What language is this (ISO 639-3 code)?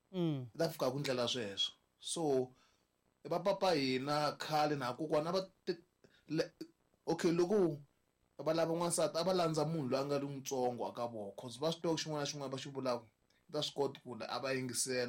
tso